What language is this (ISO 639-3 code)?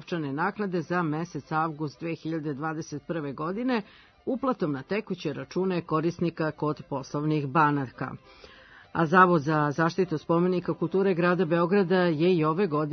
srp